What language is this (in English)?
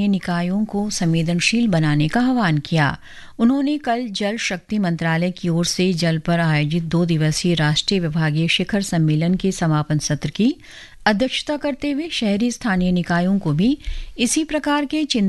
Hindi